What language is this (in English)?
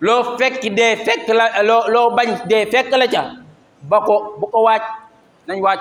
Wolof